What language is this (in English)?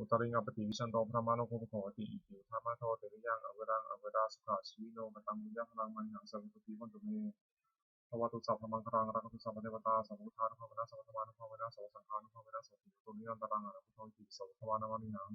Pali